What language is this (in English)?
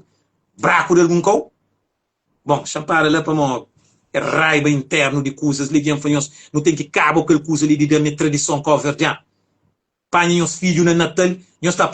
Kabuverdianu